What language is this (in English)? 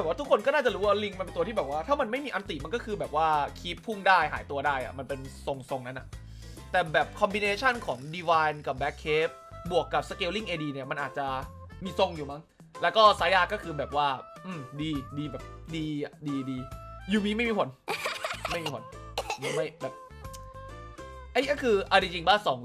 Thai